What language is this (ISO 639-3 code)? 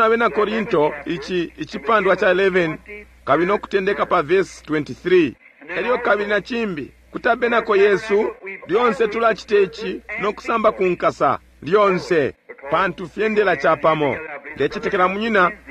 bem